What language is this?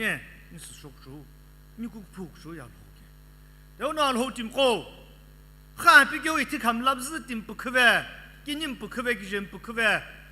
Sumi Naga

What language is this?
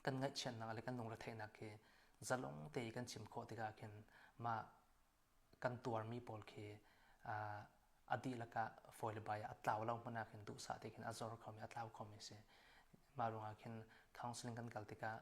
Hakha Chin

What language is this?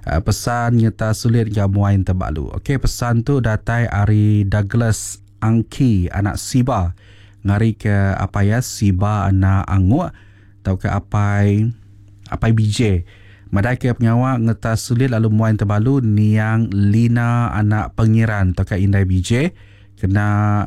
Iban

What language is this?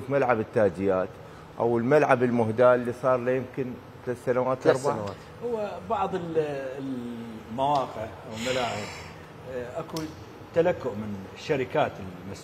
Mesopotamian Arabic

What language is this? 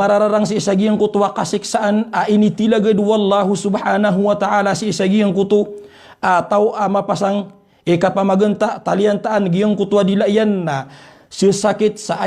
Maranao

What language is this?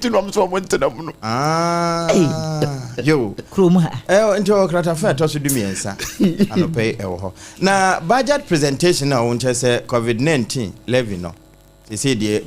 Akan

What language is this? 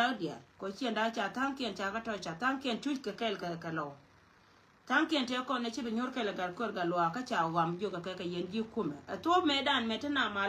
Nuer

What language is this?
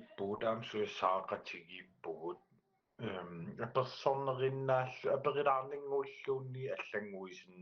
Kalaallisut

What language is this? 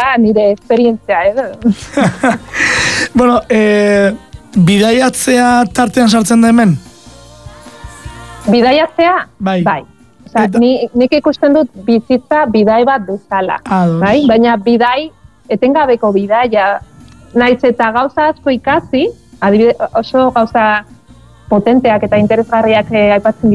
Basque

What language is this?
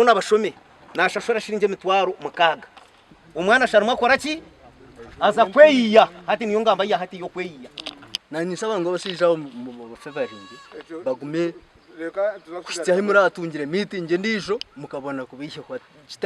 Nyankole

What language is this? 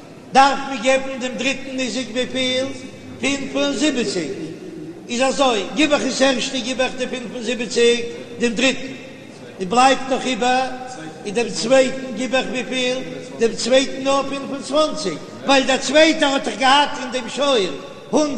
Yiddish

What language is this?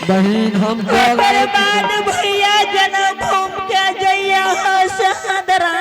Angika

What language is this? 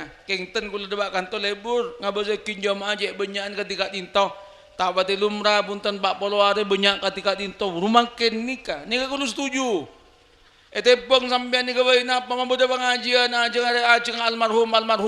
Madurese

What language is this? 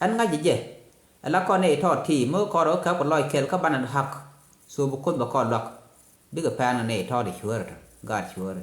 Nuer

